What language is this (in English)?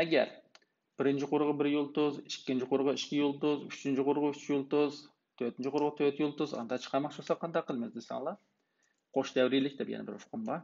Uyghur